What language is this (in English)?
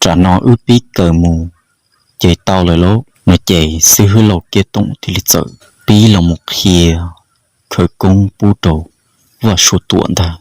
Hmong